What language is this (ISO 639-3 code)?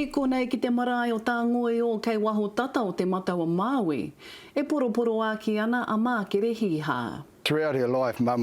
mri